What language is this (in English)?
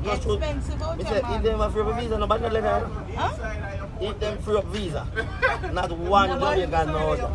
Jamaican Creole English